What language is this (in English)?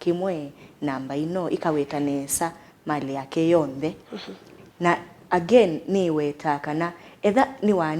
Kamba